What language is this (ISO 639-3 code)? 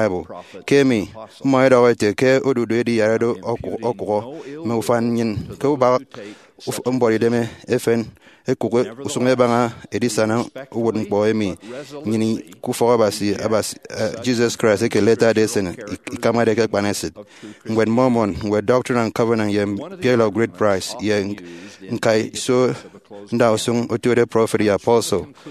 efi